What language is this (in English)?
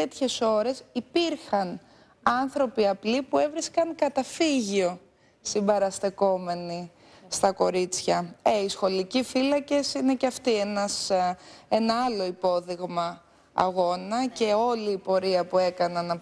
Greek